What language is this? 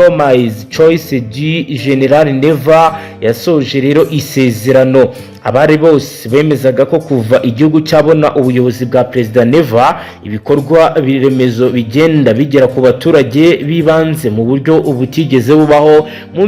Kinyarwanda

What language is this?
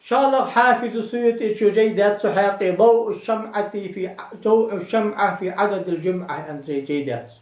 Ingush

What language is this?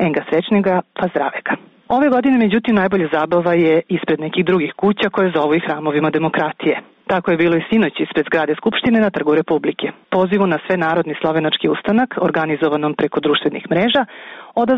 Serbian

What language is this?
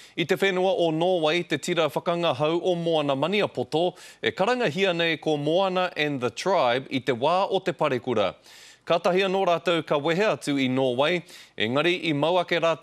Māori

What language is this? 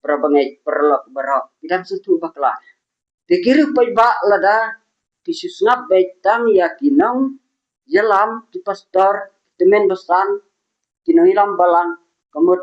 Khasi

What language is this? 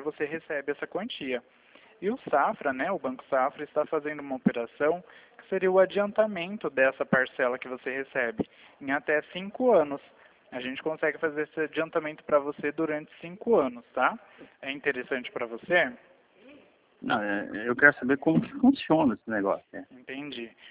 Portuguese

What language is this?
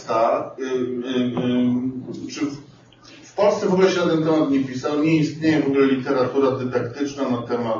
Polish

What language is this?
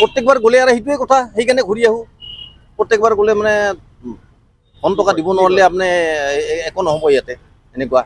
Assamese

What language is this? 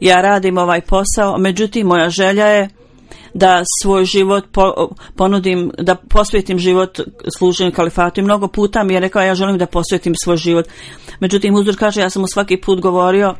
Bosnian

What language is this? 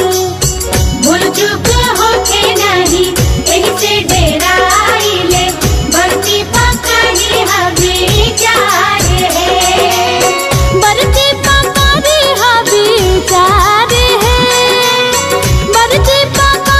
Bhojpuri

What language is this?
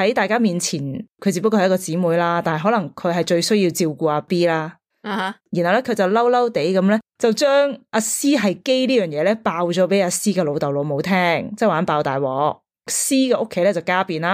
Cantonese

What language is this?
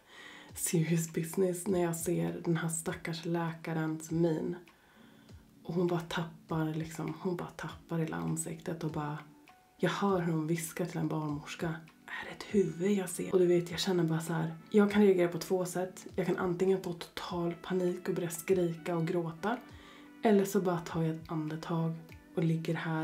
Swedish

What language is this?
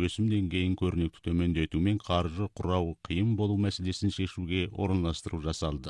Kazakh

